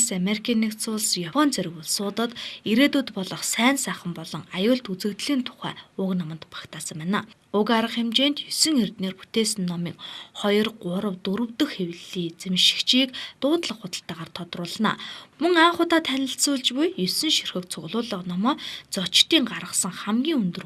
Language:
Mongolian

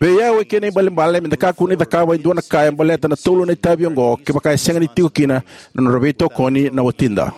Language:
Fijian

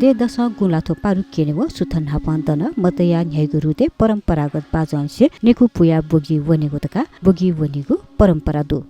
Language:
Newari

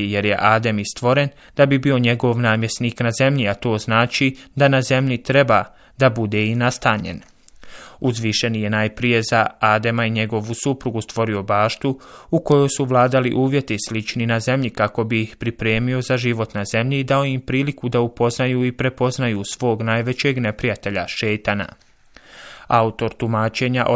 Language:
Bosnian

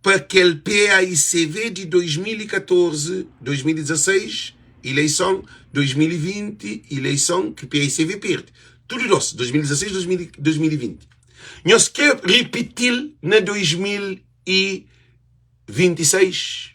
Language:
Kabuverdianu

